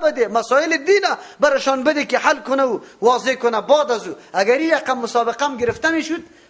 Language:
Persian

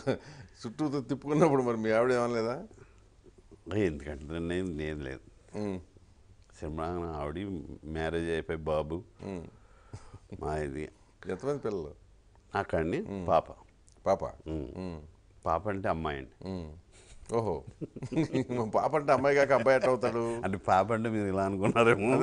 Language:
Telugu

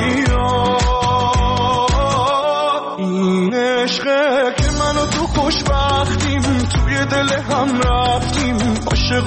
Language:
Persian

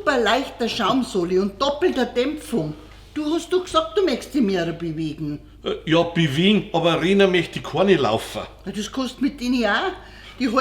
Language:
Bavarian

